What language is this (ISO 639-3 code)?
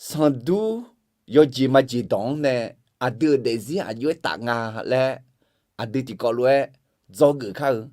ahk